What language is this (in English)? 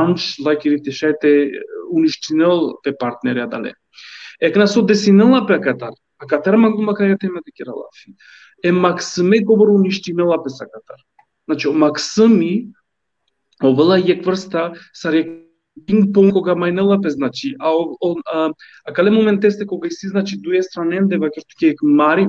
Balkan Romani